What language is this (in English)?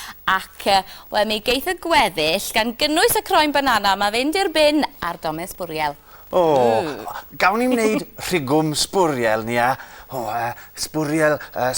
Welsh